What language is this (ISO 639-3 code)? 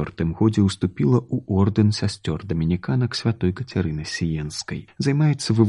bel